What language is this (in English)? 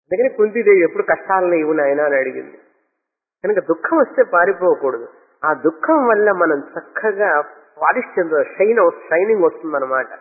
Telugu